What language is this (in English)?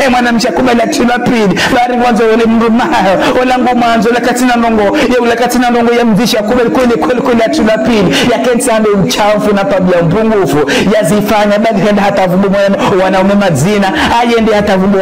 Ngazidja Comorian